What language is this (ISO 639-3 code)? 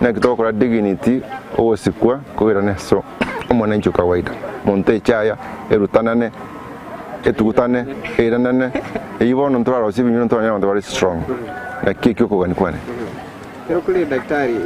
guz